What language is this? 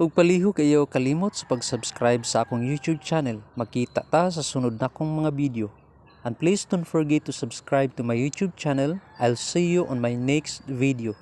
Cebuano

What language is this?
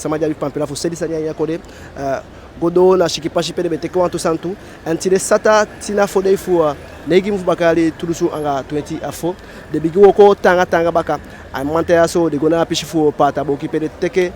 Eastern Maroon Creole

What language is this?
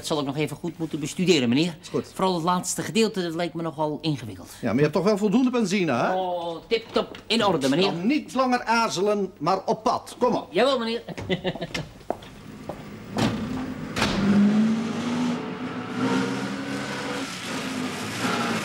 Dutch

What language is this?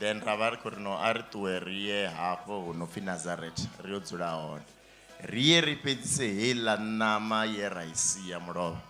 Venda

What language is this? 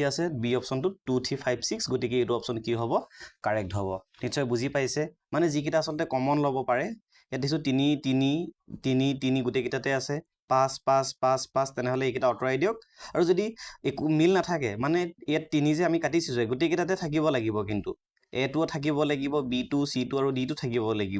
Assamese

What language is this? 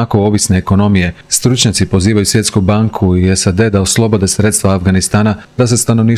Croatian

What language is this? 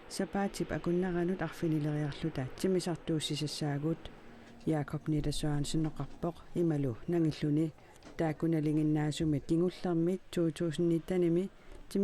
Kalaallisut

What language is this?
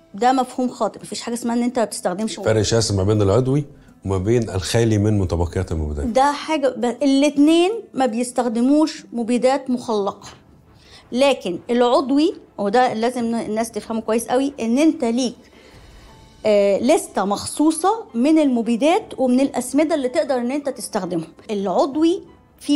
Egyptian Arabic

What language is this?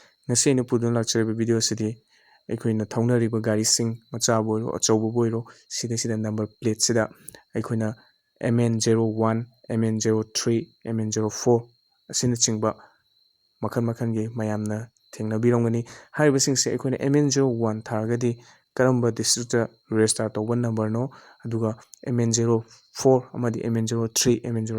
Manipuri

